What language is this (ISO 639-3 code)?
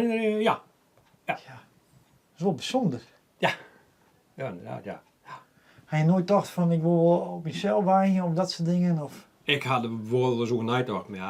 fry